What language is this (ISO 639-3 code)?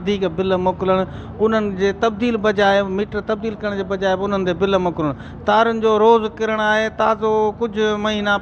snd